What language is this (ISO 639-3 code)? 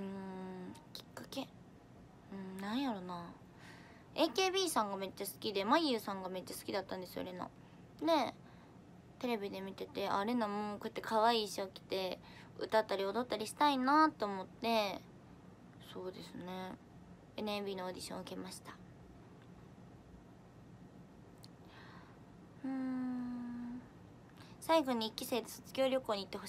jpn